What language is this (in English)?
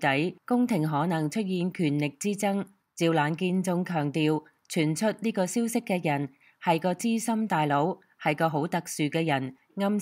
Cantonese